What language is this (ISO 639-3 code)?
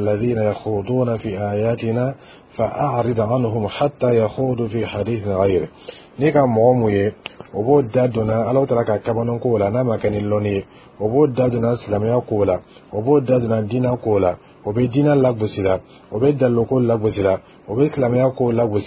dyu